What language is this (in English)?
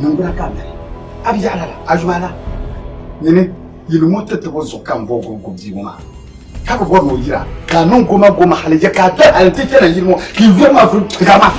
Dagbani